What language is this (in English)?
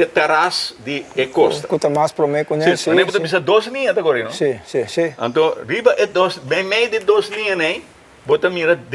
Papiamento